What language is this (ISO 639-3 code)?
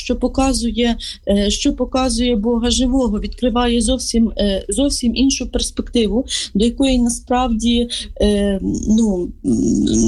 ukr